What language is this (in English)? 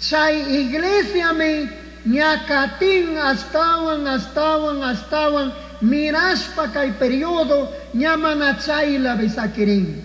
Chimborazo Highland Quichua